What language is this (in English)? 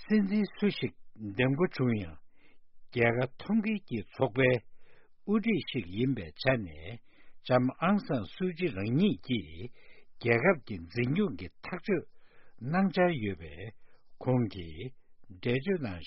Tibetan